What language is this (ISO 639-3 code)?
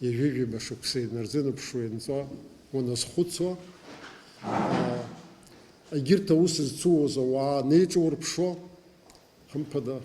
abk